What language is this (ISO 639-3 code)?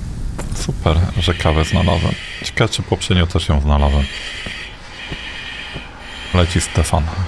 pol